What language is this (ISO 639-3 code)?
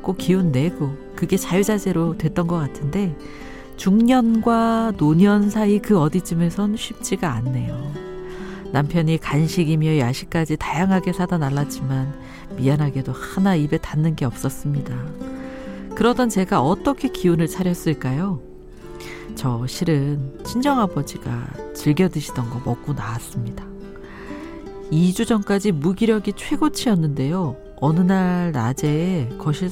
kor